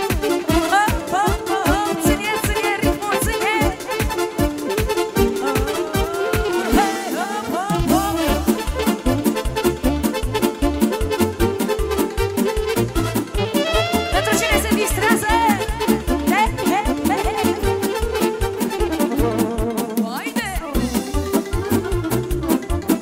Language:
Romanian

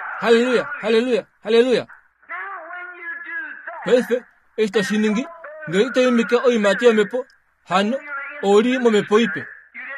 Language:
Kuanyama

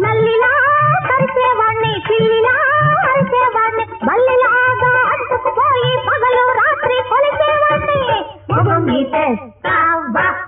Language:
Telugu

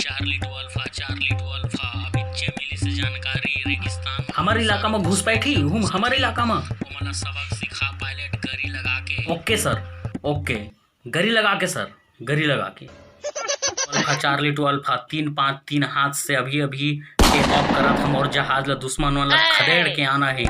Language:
Chhattisgarhi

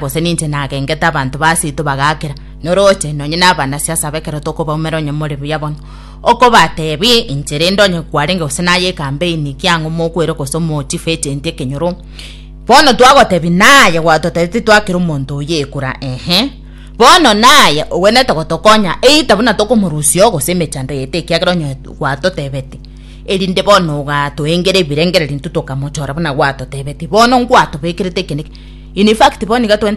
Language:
Gusii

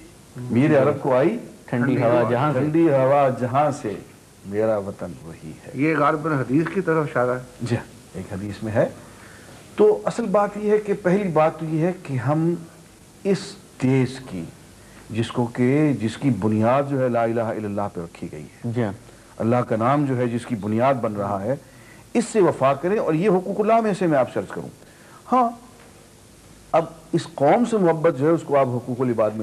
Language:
Urdu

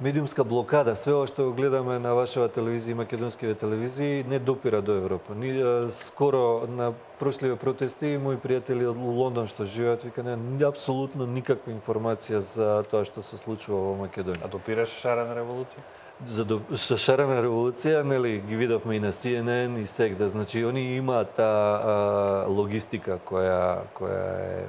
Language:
Macedonian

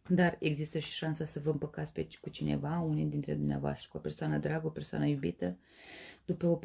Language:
Romanian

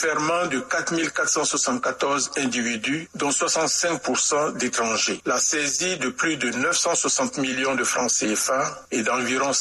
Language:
French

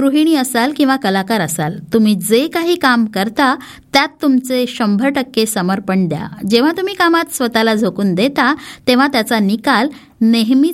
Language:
Marathi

